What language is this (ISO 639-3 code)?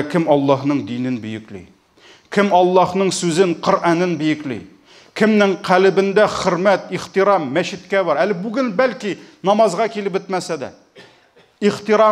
tat